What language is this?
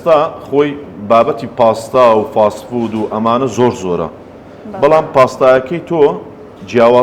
Central Kurdish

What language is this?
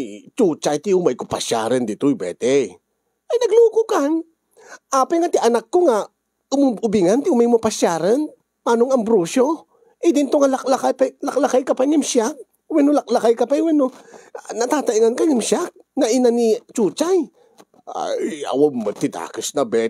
Iloko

